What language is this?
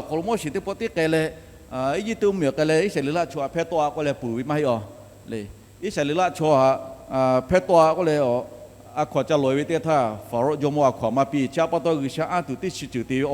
Lahu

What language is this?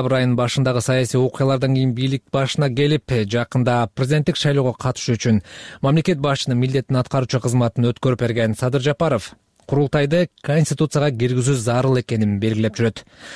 Kyrgyz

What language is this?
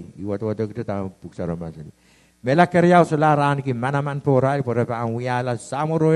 Pohnpeian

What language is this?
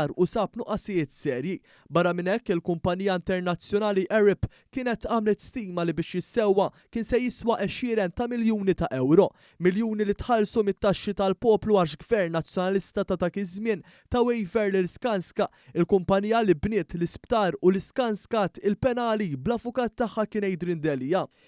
Maltese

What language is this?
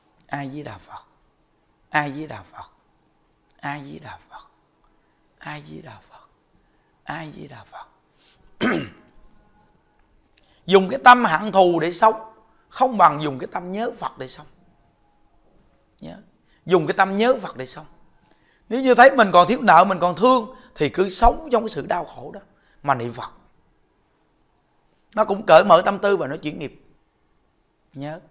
Vietnamese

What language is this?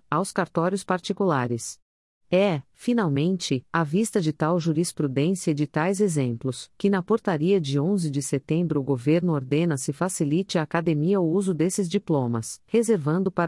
Portuguese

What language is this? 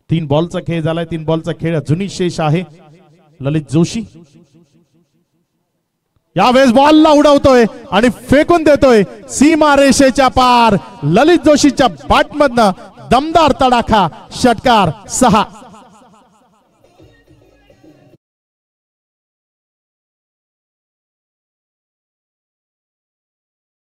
Marathi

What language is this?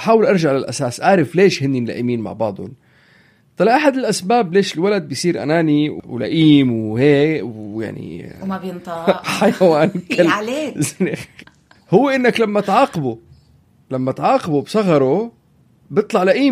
North Levantine Arabic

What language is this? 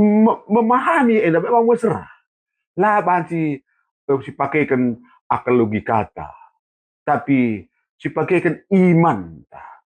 Batak Karo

